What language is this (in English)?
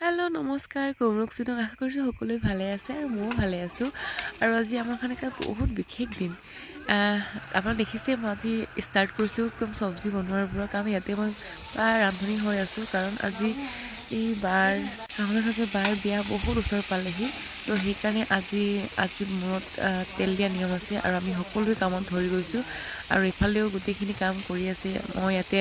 Assamese